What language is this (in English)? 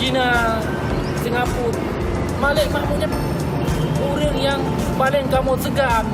Achinese